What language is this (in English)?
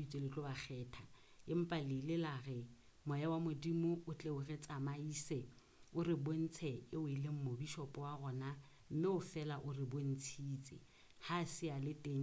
Southern Sotho